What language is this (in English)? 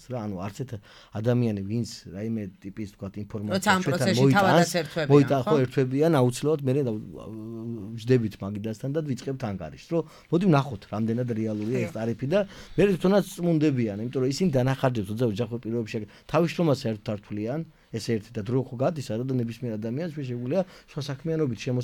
Georgian